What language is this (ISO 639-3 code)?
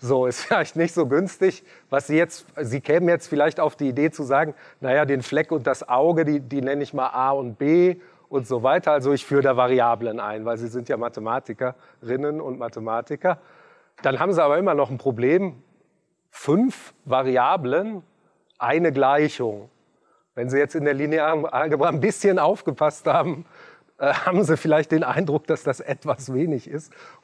deu